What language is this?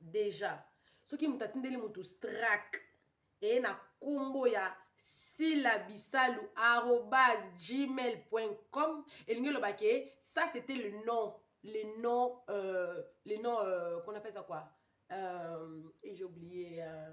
Lingala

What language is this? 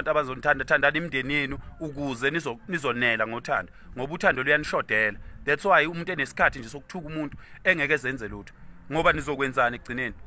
Zulu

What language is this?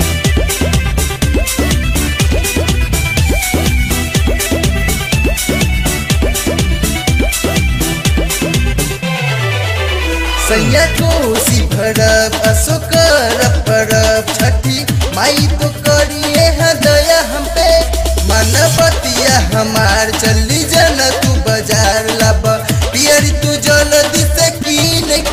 Bhojpuri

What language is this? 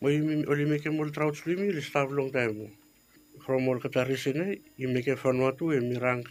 Bislama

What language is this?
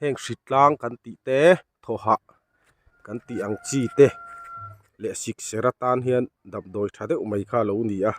Mizo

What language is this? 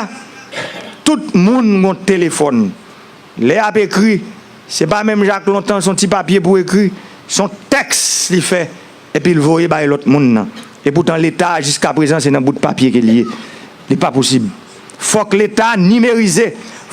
Haitian Creole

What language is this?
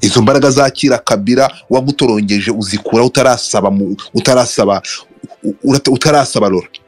Kinyarwanda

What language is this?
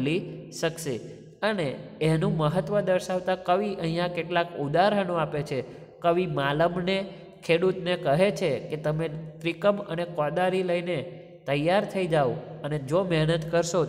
Gujarati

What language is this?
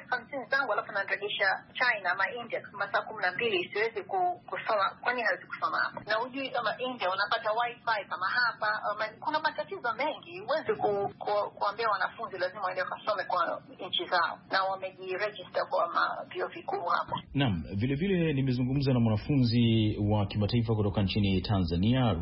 Swahili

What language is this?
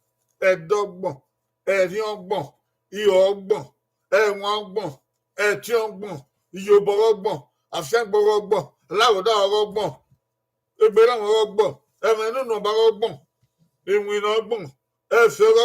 Bini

